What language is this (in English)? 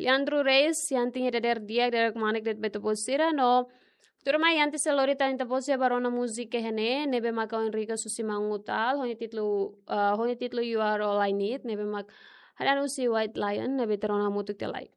Tetum